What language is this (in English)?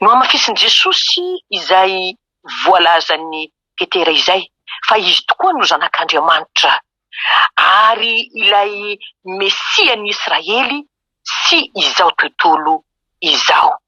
Malagasy